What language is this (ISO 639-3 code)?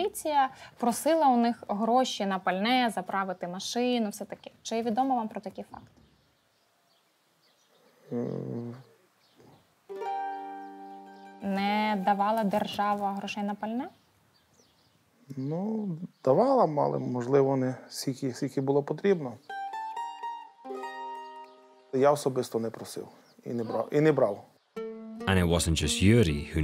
ukr